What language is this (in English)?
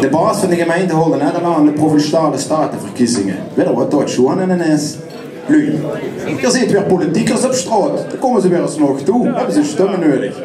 Limburgish